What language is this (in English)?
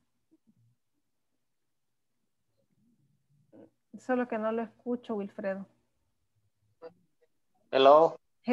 Spanish